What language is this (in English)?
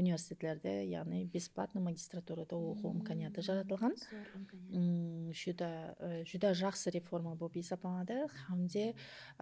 Kara-Kalpak